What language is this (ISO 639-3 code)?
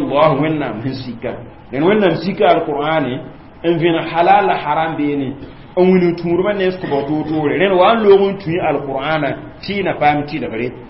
mos